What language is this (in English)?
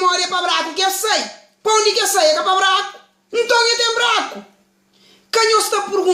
Kabuverdianu